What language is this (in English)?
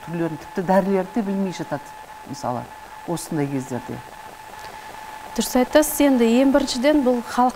Kazakh